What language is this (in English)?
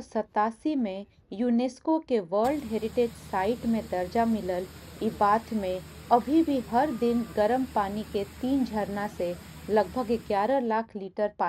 Bhojpuri